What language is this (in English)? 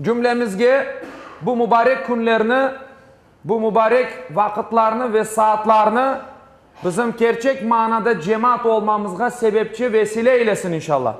Crimean Tatar